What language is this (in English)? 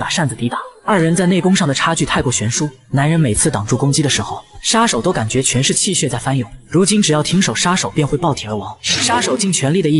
Chinese